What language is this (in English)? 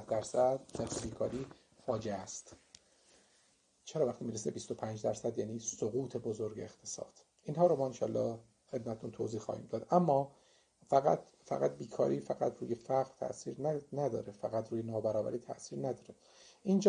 Persian